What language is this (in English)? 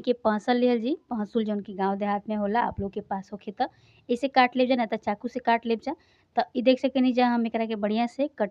Bhojpuri